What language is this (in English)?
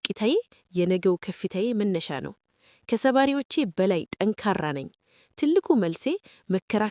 Amharic